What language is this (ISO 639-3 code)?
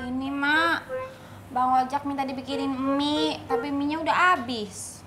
bew